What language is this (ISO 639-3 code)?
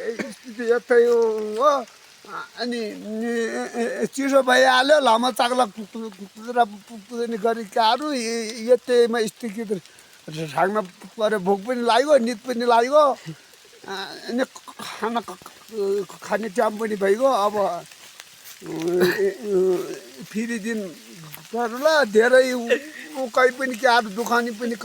nep